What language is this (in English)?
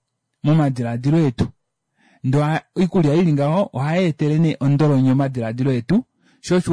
Kuanyama